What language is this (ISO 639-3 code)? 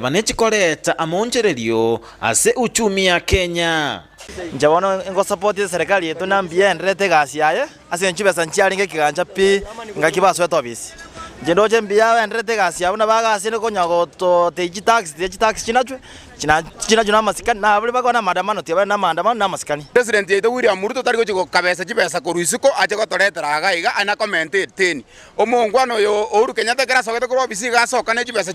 guz